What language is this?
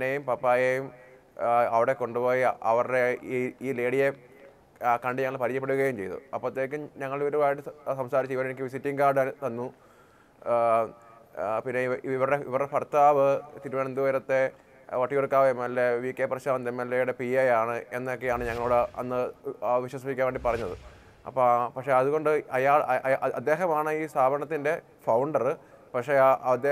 Malayalam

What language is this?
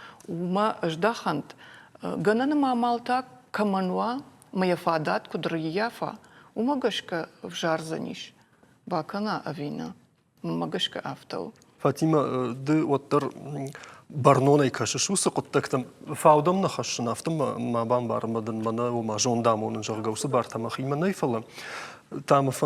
Ossetic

